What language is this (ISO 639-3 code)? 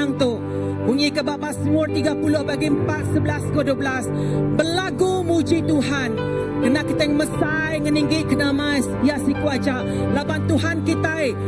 iba